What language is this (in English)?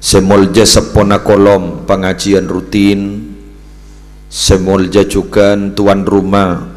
Madurese